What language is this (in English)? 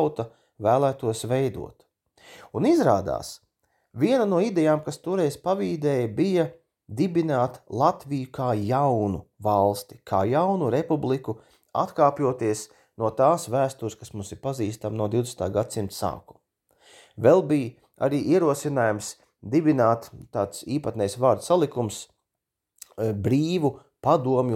Latvian